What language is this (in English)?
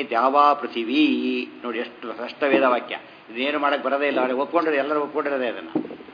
Kannada